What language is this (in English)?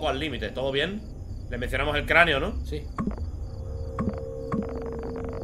Spanish